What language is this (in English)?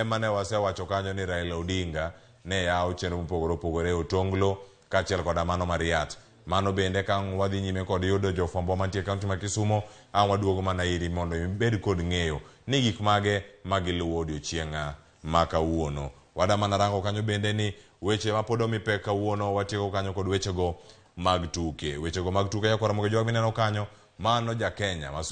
Luo (Kenya and Tanzania)